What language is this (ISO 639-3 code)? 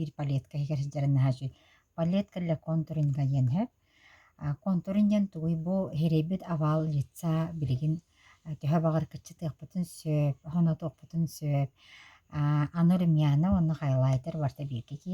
sah